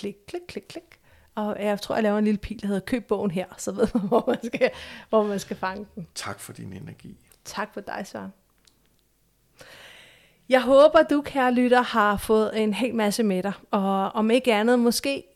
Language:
Danish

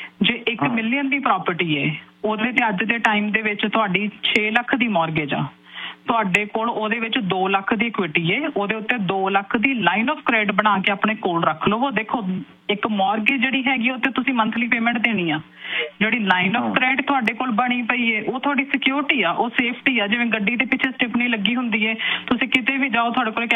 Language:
Punjabi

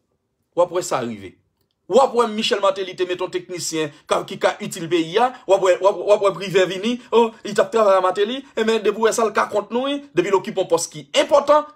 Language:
Haitian Creole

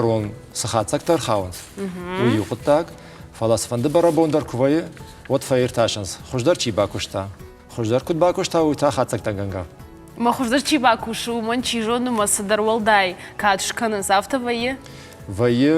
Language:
Ossetic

